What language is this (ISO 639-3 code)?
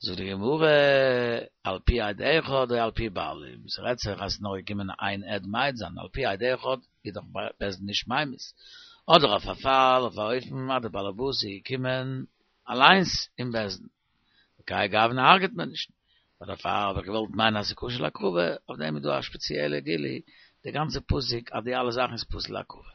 yid